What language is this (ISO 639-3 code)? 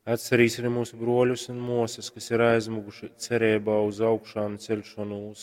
ltg